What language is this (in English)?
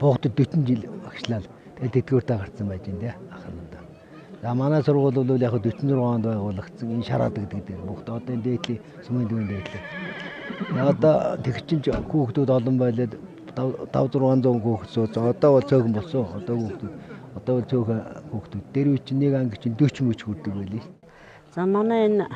Mongolian